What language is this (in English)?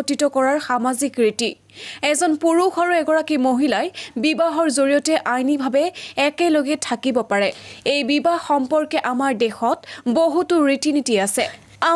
Assamese